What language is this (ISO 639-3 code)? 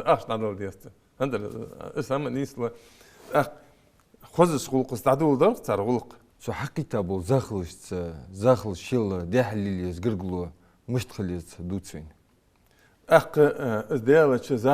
inh